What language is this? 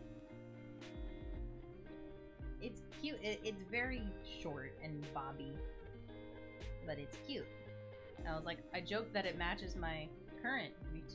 English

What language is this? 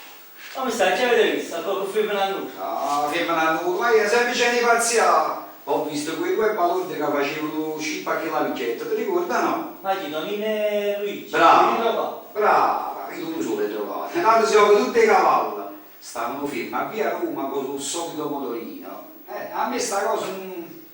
Neapolitan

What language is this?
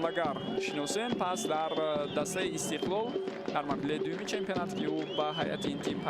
Tajik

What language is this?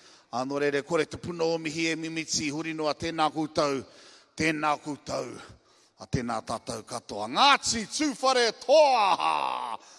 Māori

